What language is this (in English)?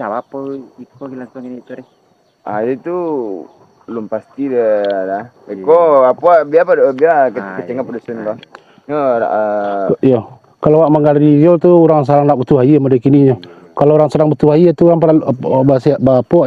Minangkabau